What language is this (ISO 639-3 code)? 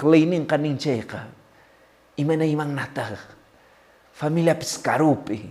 que